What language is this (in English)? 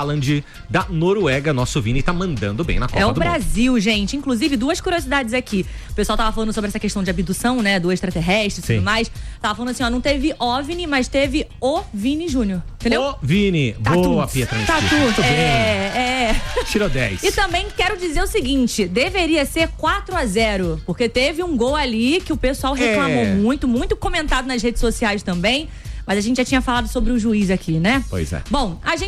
Portuguese